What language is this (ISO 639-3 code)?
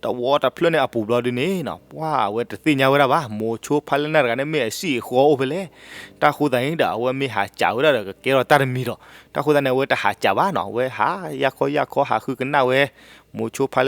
ksw